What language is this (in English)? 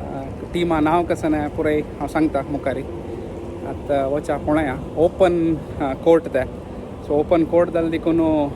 Konkani